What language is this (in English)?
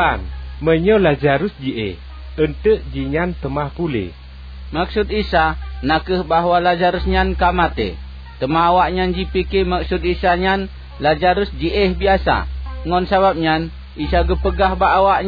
Achinese